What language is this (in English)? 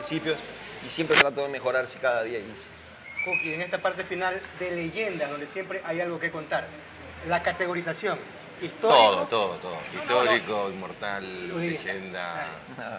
Spanish